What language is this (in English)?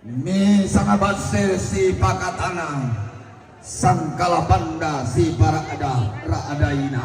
Toraja-Sa'dan